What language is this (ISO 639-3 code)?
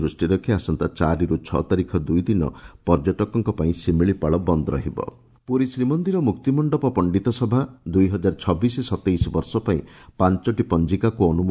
ori